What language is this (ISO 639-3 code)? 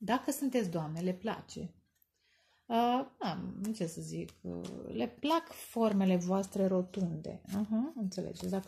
ron